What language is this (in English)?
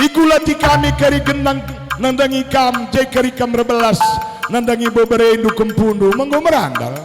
Batak Karo